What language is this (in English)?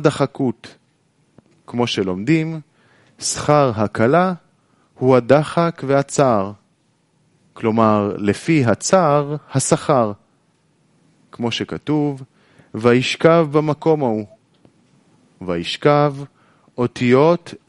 Hebrew